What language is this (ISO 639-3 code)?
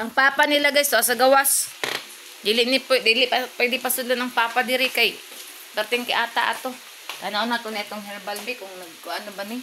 ceb